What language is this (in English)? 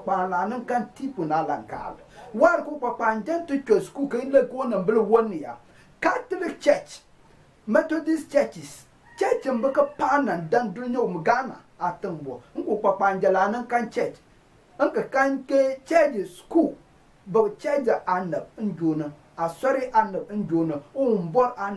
Konkomba